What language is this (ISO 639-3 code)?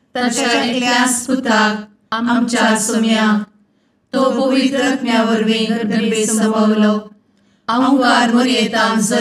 kok